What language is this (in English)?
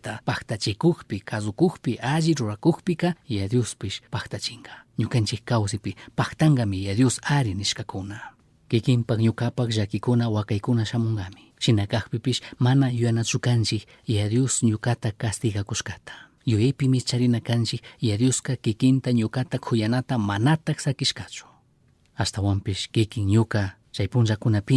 Chimborazo Highland Quichua